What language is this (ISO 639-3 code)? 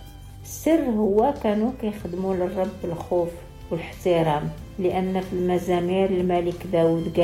ary